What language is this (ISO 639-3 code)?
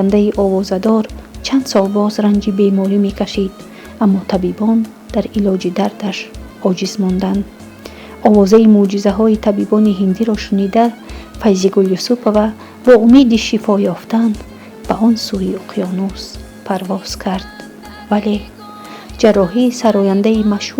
tgk